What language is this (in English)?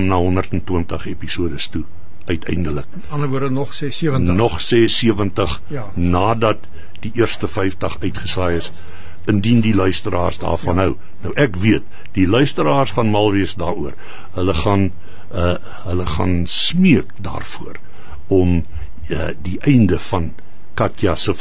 Afrikaans